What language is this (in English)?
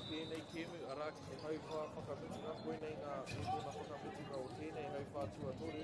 Māori